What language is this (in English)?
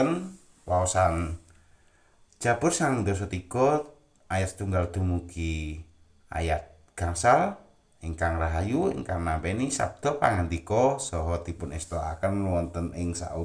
Javanese